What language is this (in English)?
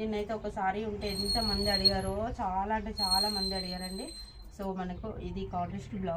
Telugu